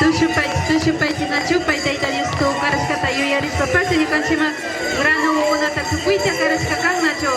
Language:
Imbabura Highland Quichua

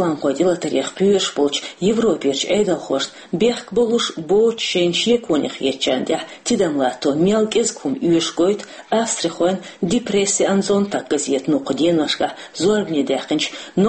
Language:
Chechen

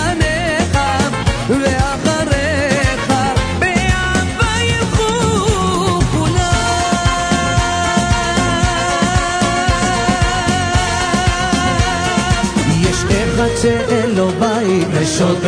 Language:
Hebrew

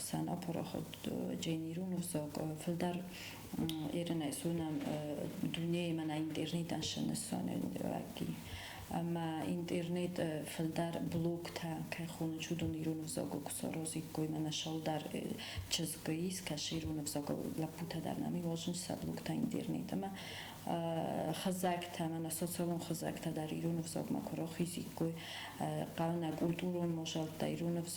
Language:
Ossetic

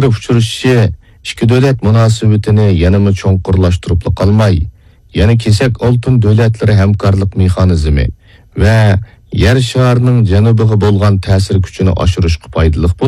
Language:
Uyghur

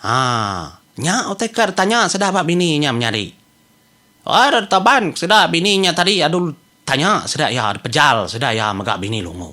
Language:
Iban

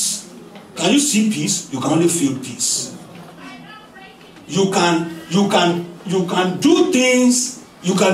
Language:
English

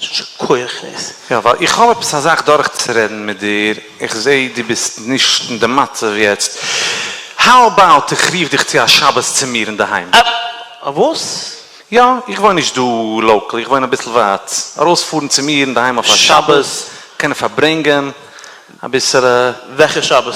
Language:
Yiddish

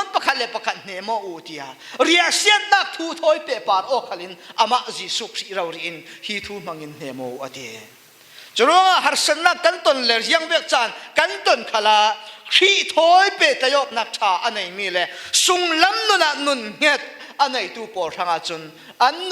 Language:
Falam Chin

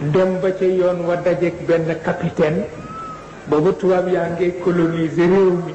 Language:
Wolof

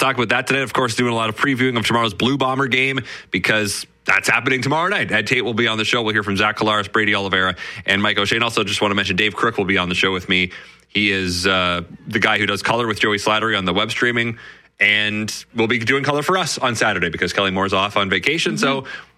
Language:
English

